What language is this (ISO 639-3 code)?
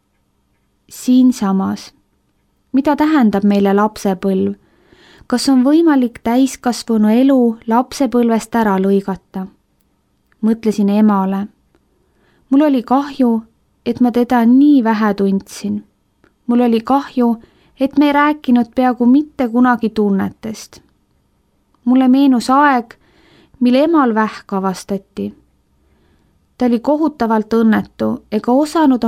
est